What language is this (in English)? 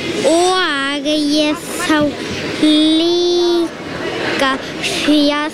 Icelandic